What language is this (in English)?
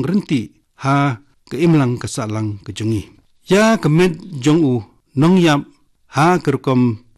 Khasi